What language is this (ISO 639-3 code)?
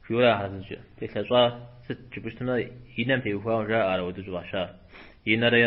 kbd